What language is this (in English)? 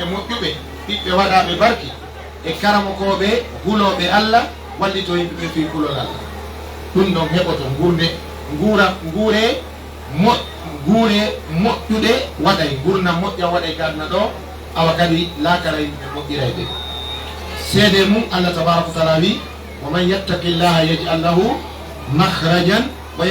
Pular